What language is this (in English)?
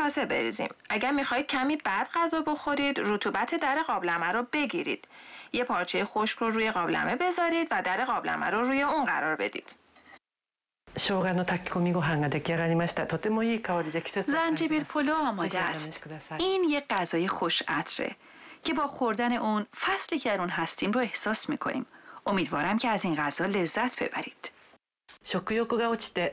Persian